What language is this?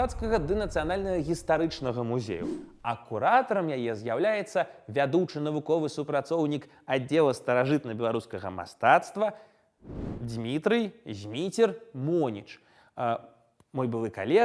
Belarusian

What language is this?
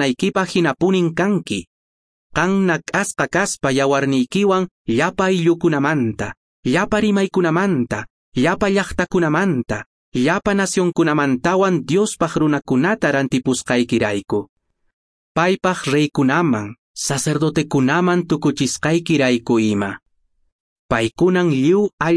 Quechua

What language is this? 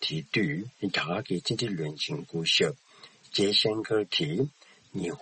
Tibetan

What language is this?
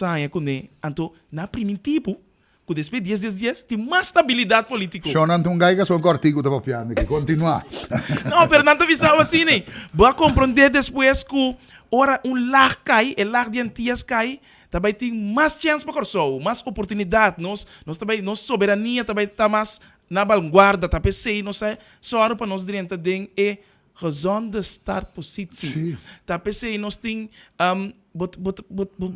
Papiamento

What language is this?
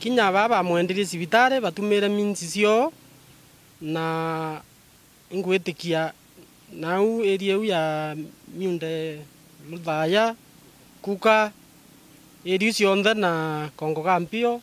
Meru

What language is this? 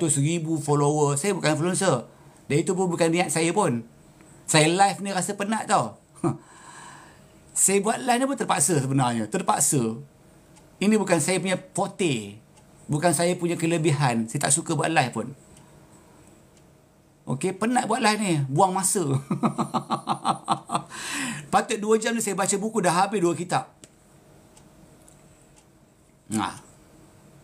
Malay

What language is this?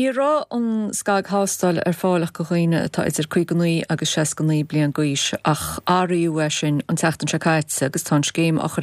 Irish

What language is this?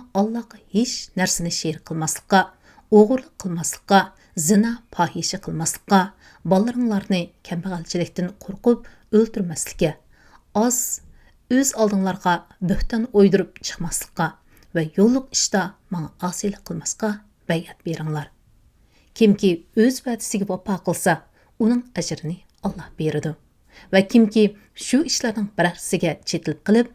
Uyghur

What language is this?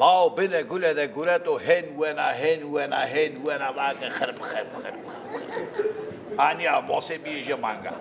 Zaza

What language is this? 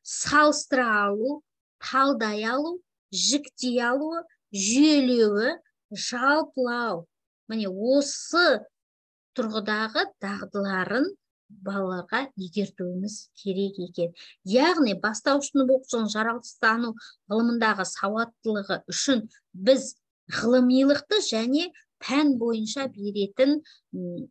Kazakh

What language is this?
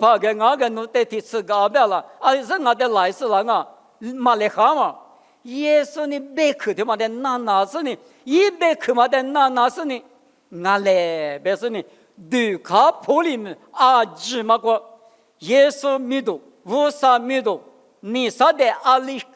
Lisu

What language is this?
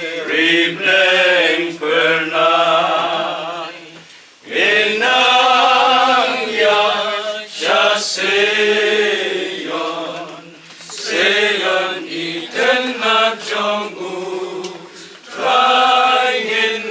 Khasi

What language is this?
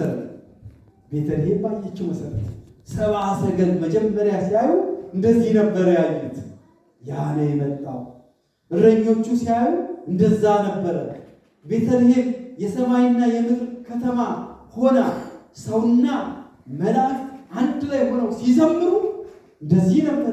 Amharic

